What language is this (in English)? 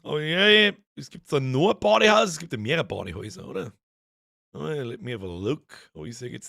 Bavarian